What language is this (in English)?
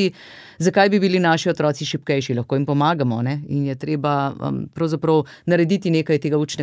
Slovenian